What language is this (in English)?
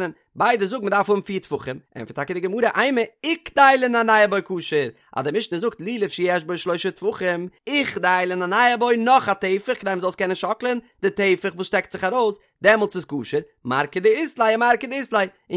Yiddish